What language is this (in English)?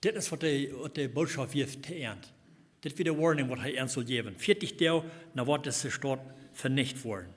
Plautdietsch